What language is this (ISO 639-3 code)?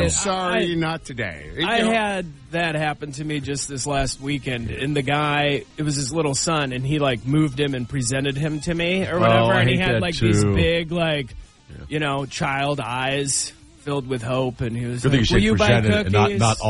eng